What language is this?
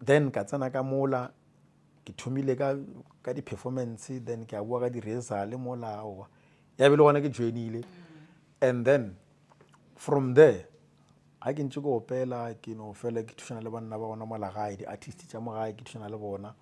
Northern Sotho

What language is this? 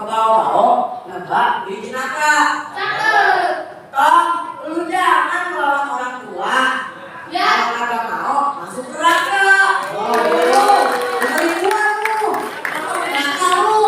Betawi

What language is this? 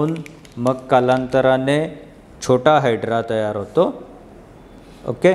Marathi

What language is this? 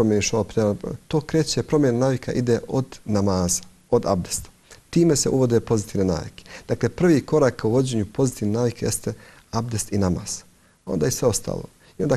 Bosnian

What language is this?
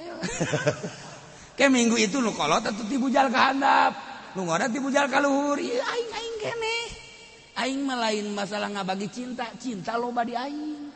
Sundanese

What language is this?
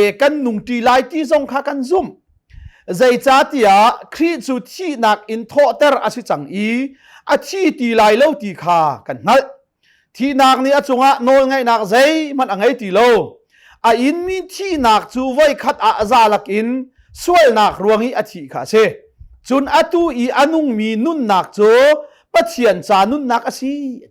Hakha Chin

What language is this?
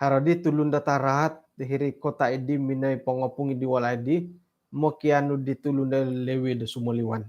Central Dusun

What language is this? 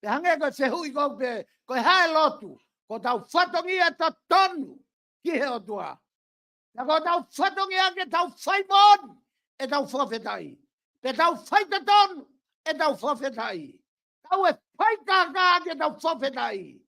Tongan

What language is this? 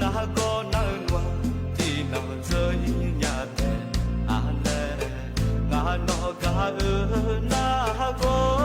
Akha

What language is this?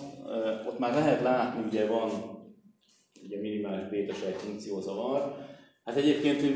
Hungarian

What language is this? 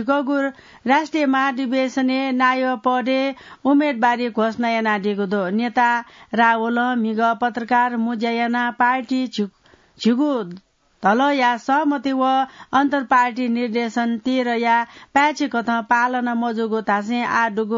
Newari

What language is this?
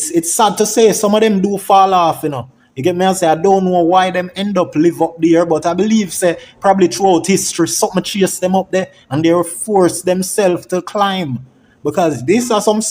Jamaican Creole English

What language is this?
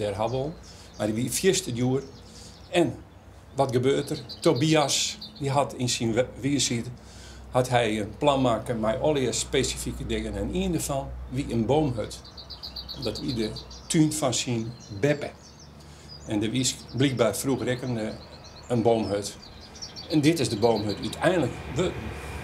Western Frisian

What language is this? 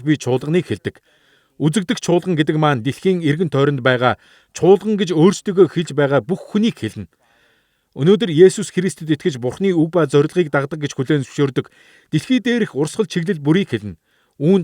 Mongolian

